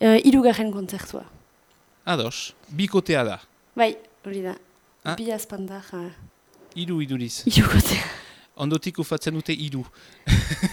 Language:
Basque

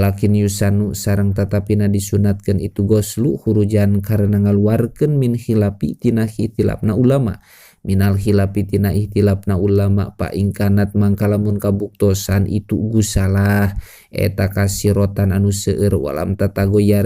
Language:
Sundanese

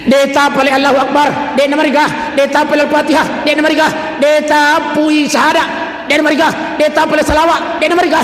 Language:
Buginese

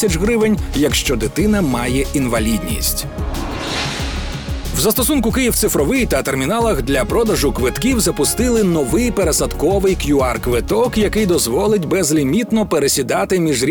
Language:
Ukrainian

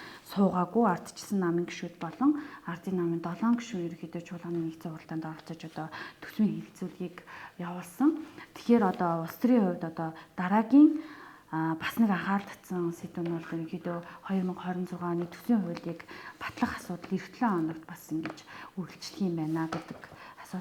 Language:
Mongolian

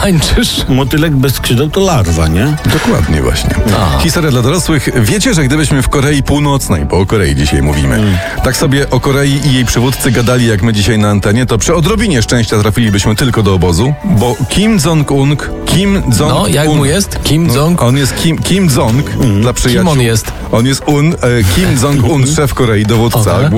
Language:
Polish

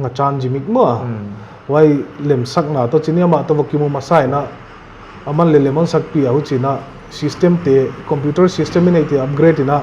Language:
Paite Chin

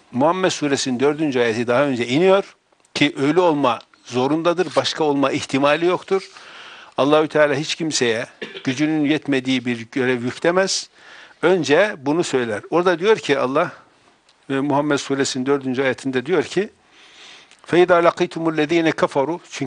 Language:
Turkish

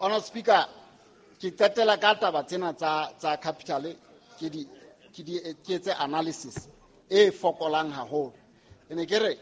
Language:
Southern Sotho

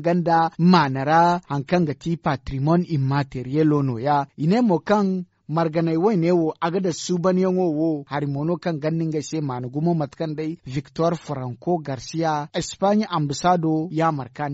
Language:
Zarma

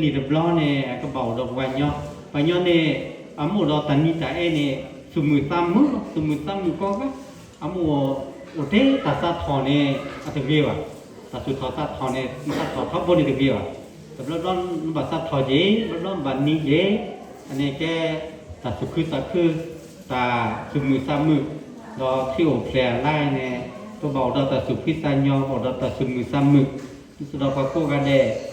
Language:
S'gaw Karen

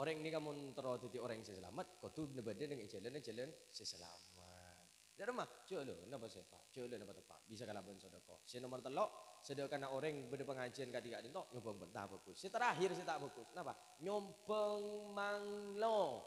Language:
Madurese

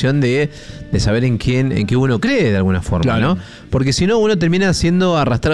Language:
Spanish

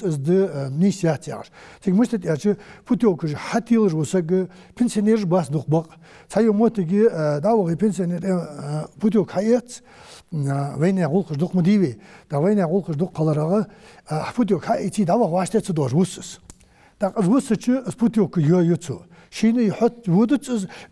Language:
Ingush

